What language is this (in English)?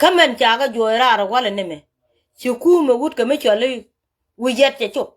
Nuer